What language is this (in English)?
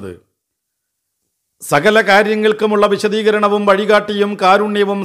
Malayalam